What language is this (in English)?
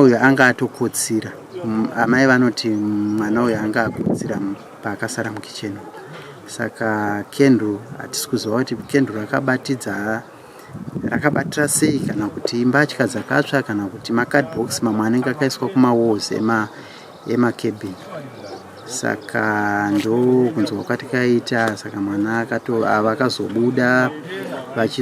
Shona